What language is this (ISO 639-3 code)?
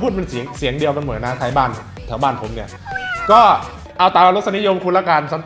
tha